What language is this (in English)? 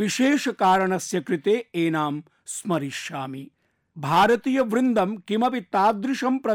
Sanskrit